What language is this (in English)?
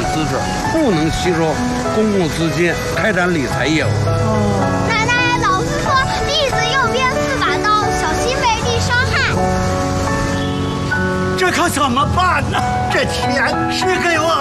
Chinese